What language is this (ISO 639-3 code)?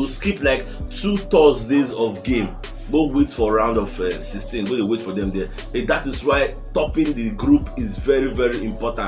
pcm